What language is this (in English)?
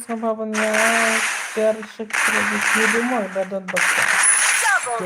Khasi